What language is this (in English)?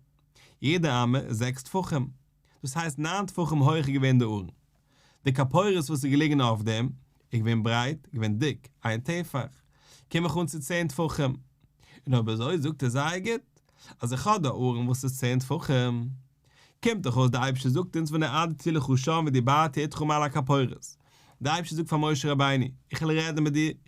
Yiddish